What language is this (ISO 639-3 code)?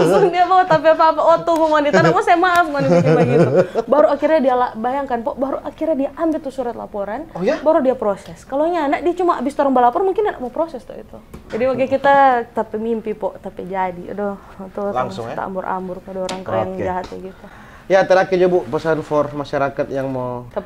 xmm